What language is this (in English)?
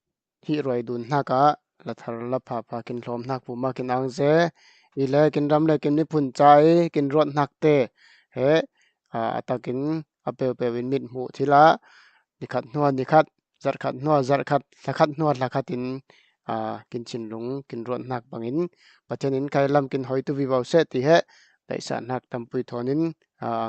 Falam Chin